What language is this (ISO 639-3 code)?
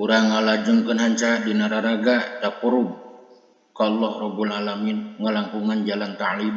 sun